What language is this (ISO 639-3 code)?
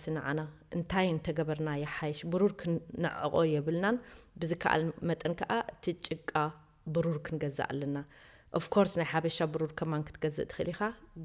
tir